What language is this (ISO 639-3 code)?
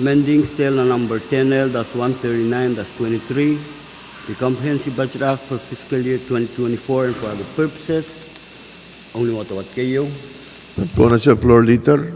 pon